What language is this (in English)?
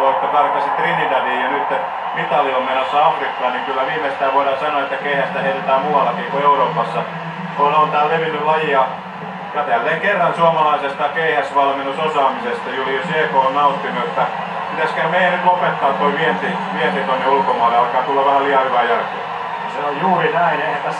Finnish